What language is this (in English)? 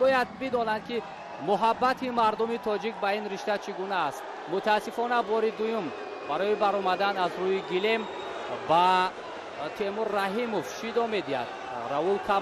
Tajik